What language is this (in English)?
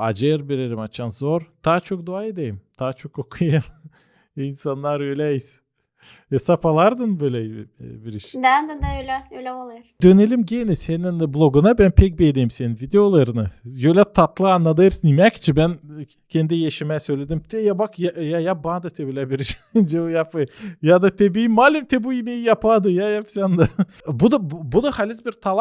Gagauz